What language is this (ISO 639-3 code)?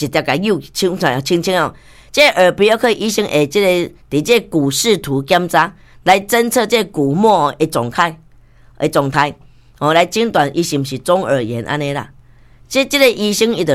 nan